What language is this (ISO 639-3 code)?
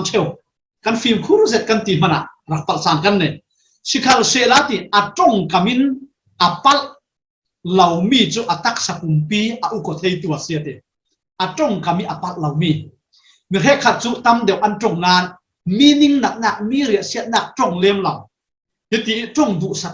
cfm